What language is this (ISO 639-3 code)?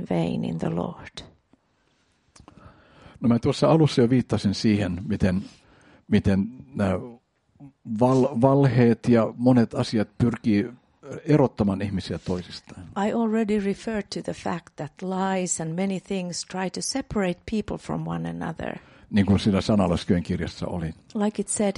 fin